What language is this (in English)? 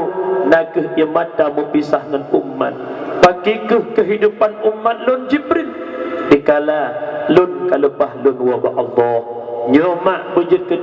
Achinese